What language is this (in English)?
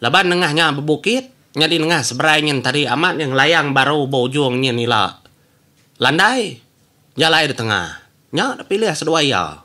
Iban